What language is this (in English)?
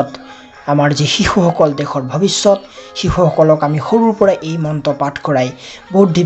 Assamese